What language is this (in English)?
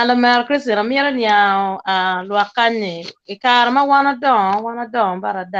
Acoli